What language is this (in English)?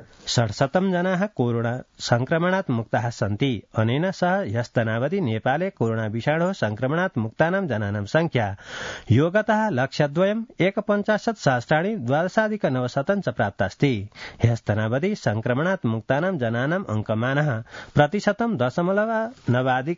Sanskrit